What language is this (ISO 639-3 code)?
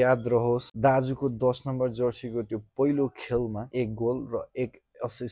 nep